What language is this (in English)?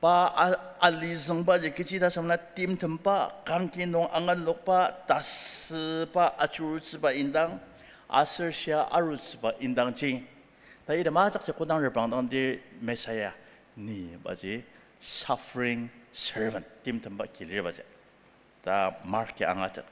Ao Naga